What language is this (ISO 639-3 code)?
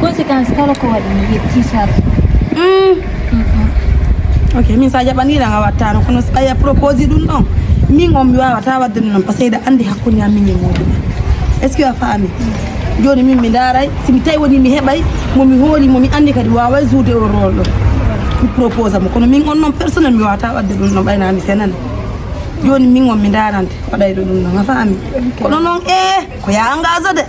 ful